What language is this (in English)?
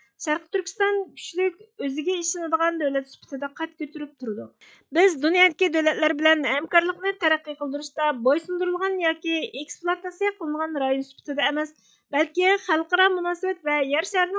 Uyghur